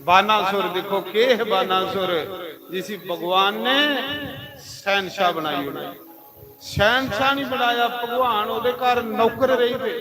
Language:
Dogri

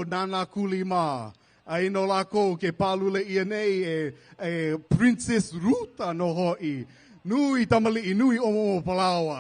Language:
Hawaiian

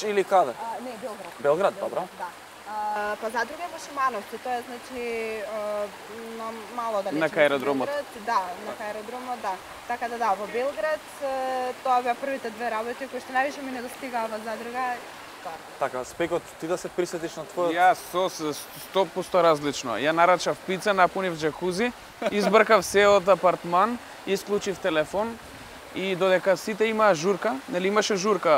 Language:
Macedonian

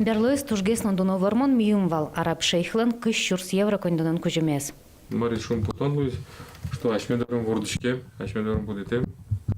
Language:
Udmurt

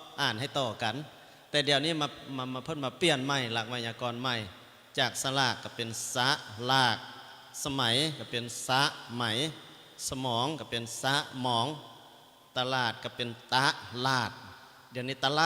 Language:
Lao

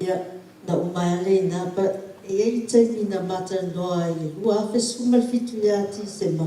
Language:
Samoan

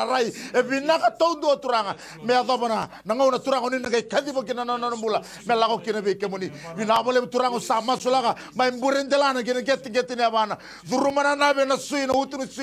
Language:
Fijian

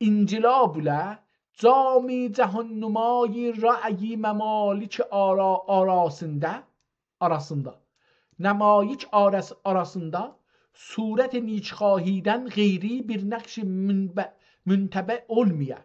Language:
South Azerbaijani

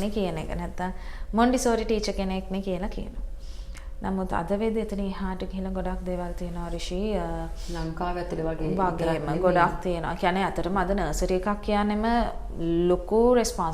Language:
Sinhala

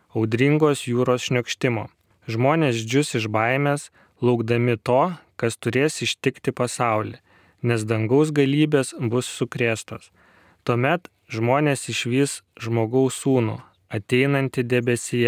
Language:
Lithuanian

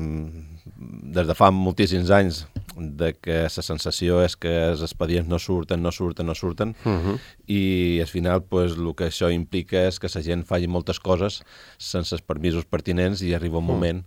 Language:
Catalan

